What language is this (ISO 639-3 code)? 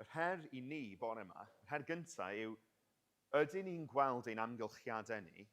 cym